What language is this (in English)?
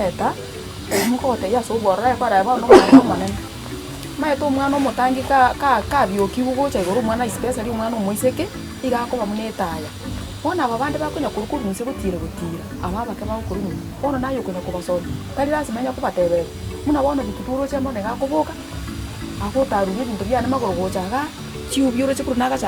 Gusii